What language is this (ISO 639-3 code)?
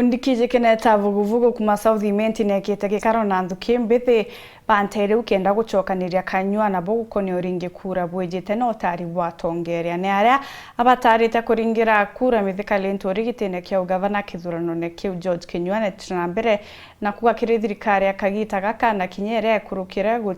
mer